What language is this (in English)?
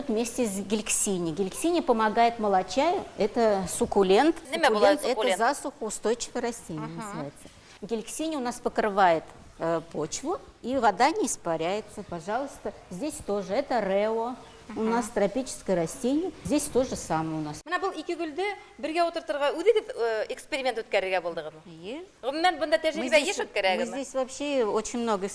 Bashkir